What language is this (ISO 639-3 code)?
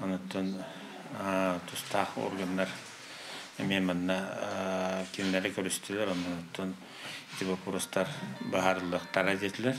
sah